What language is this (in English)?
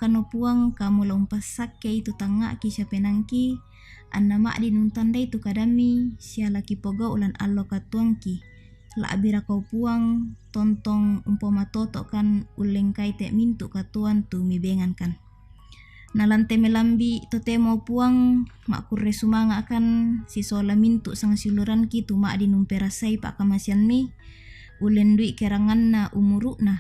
Toraja-Sa'dan